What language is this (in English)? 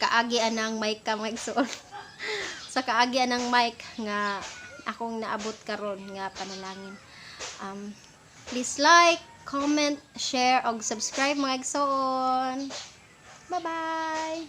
Cebuano